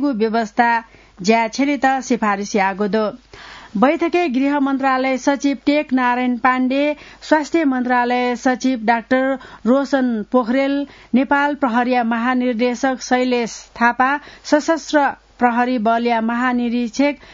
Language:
Newari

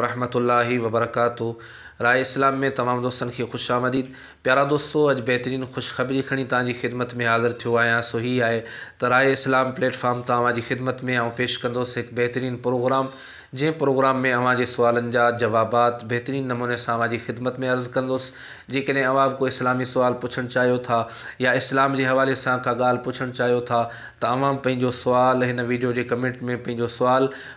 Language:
Sindhi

